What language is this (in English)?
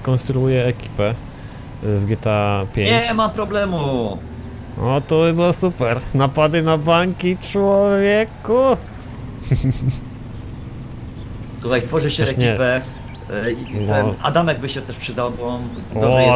Polish